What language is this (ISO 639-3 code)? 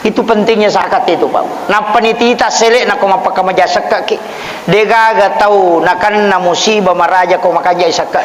bug